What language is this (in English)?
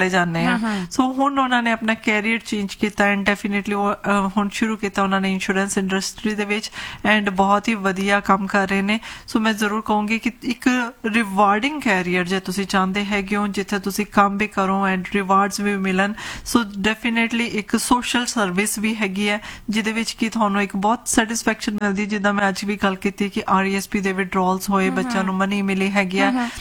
Punjabi